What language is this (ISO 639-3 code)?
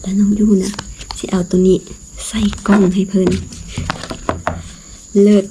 lao